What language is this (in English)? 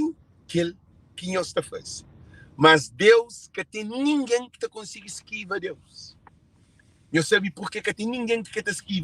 Kabuverdianu